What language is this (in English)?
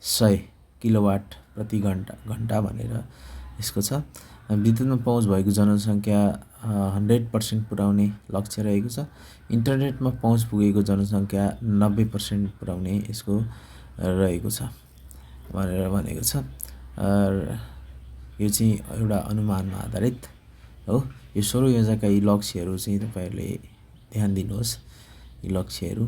Nepali